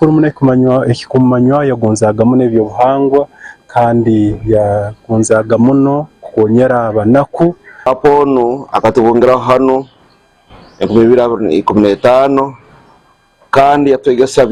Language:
Nyankole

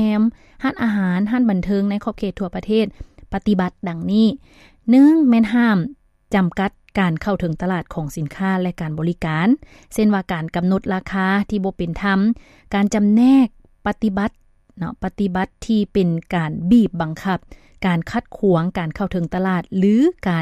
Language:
Lao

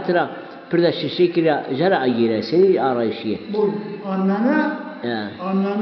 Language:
Zaza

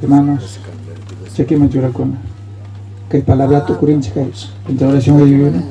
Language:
South Bolivian Quechua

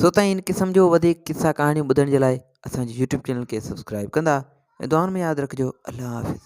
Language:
Sindhi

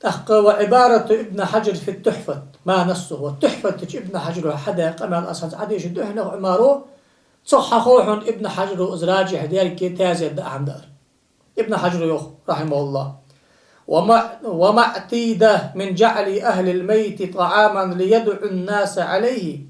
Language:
Ingush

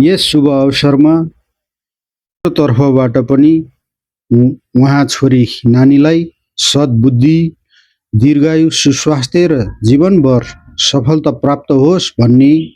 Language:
Nepali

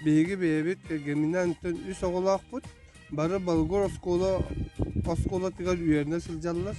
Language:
Yakut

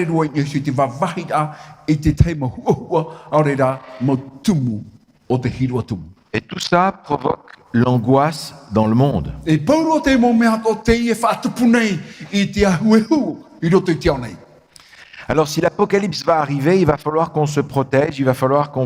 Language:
Tahitian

